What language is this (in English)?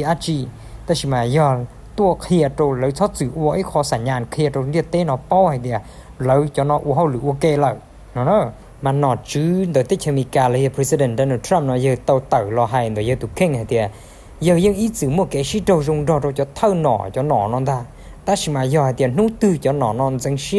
Hmong